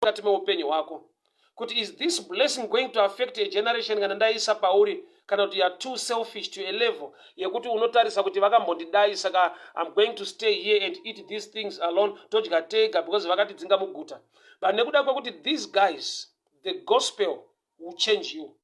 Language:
Shona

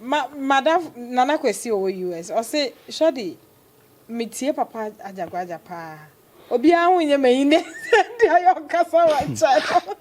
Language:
Akan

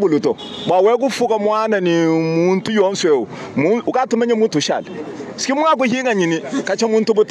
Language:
Luba-Lulua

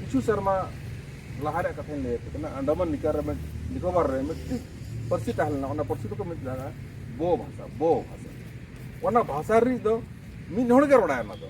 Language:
Santali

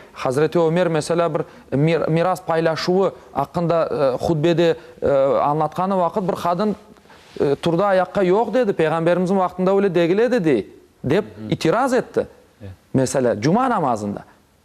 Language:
Crimean Tatar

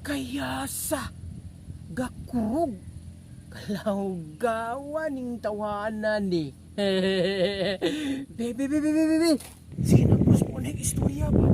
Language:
Cebuano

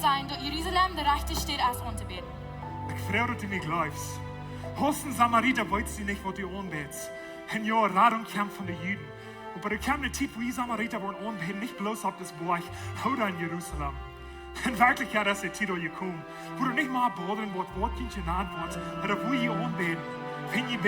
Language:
Plautdietsch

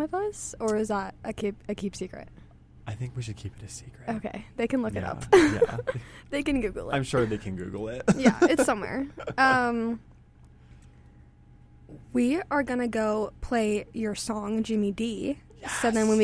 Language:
English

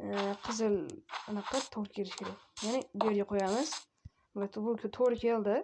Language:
Uzbek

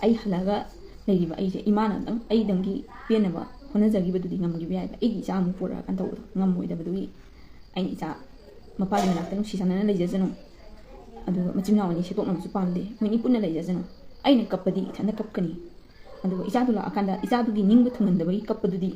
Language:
Manipuri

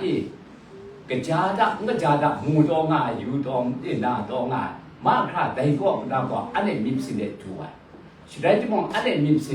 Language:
Kachin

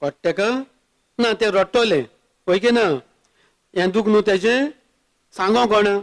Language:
Konkani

